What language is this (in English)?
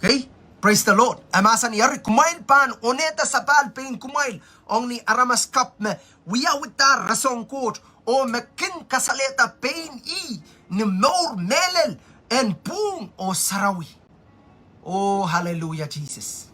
Pohnpeian